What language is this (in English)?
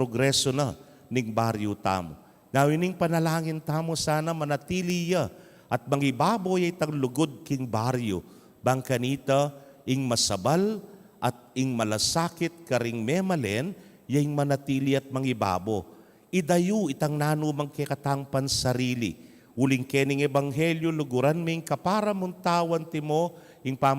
Pampanga